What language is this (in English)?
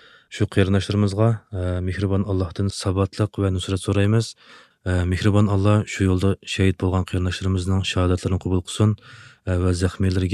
Uyghur